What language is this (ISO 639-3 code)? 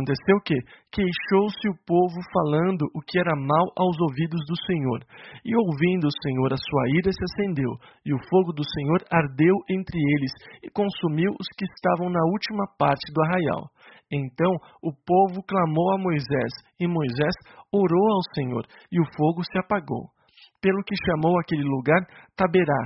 por